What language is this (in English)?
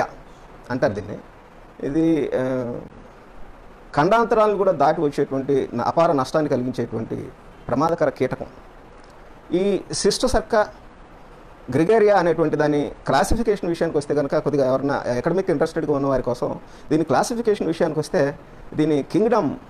Telugu